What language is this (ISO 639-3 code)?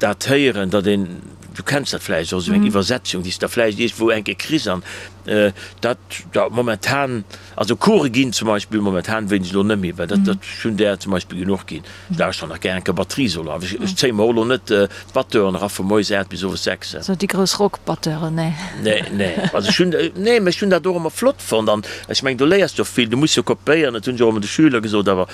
ltz